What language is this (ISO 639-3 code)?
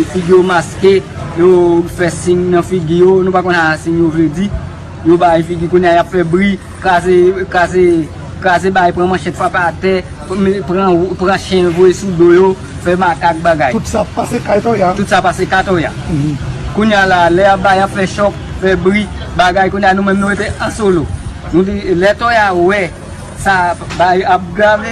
hat